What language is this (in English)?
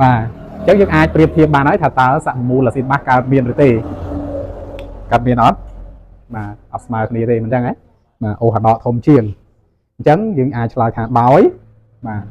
Khmer